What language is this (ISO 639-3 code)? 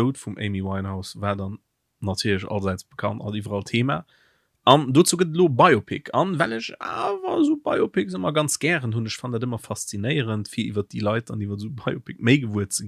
ltz